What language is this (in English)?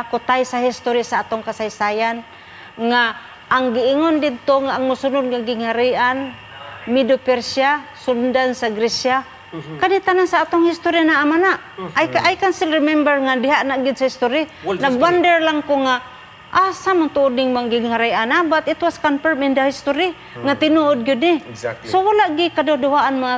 Cebuano